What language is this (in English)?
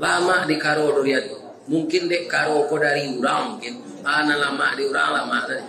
Minangkabau